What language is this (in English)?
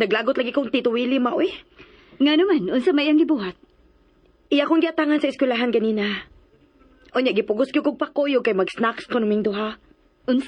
Cebuano